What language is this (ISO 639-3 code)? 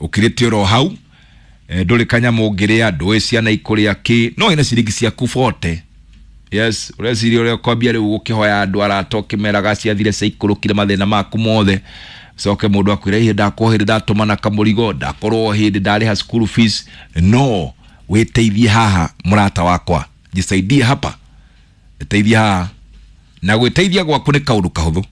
kik